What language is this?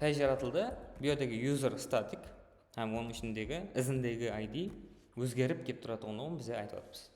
Kara-Kalpak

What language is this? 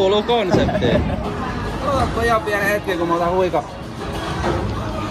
Finnish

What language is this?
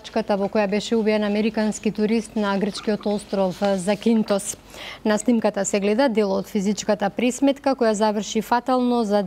Macedonian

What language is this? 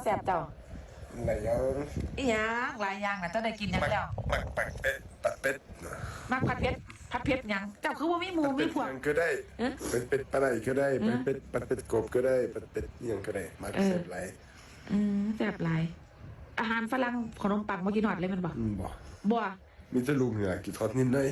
Northeastern Thai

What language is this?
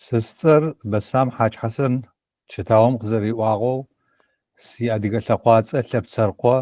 Adyghe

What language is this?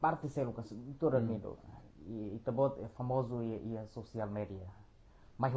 Tetum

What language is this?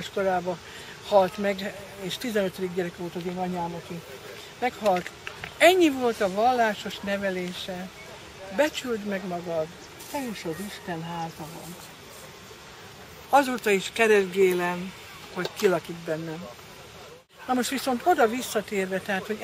Hungarian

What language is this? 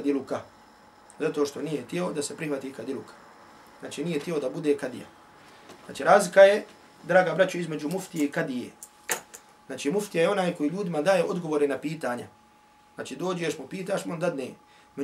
Bosnian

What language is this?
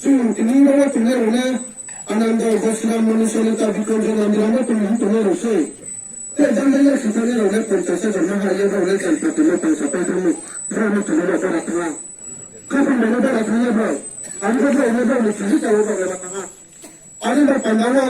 Riang (India)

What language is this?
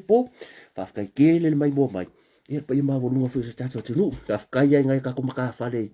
Samoan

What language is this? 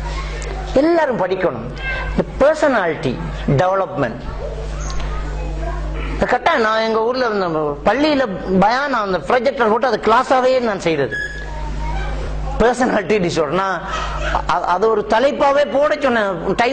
Tamil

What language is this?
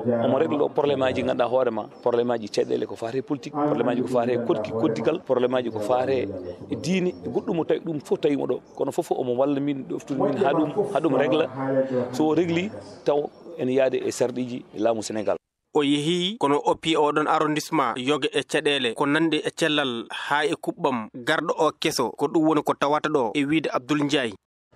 Fula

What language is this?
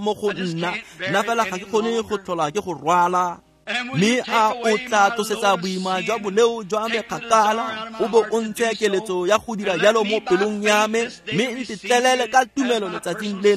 Tswana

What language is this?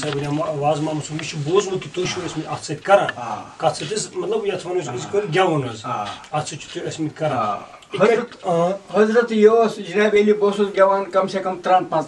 Kashmiri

